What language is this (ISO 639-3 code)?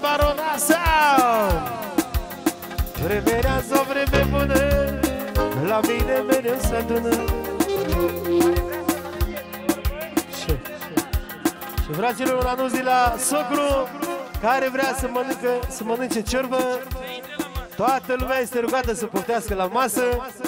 ron